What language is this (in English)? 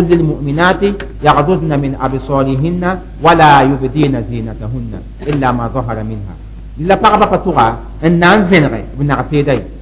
Mossi